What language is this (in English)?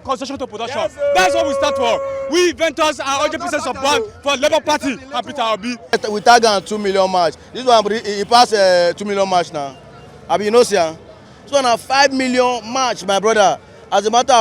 Nigerian Pidgin